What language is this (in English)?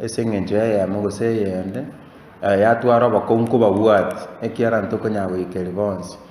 Gusii